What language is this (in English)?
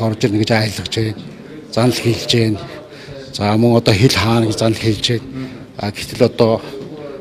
Mongolian